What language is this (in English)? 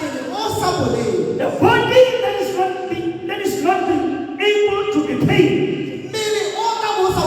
Tswana